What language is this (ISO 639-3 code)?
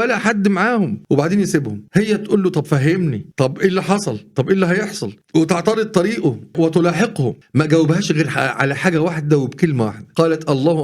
arz